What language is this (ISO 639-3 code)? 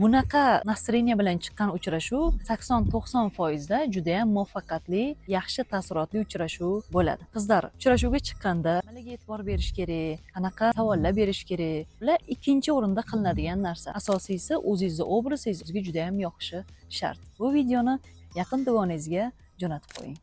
uzb